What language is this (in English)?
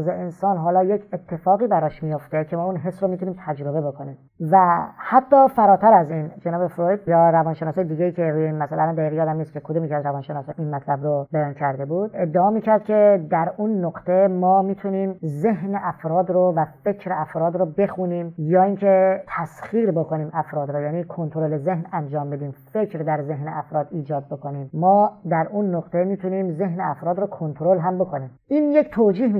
Persian